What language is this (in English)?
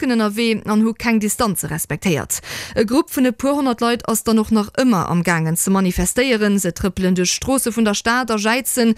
Luxembourgish